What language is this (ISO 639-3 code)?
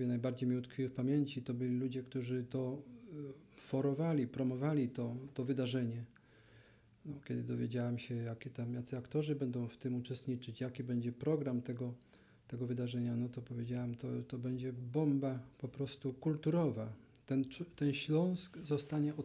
pol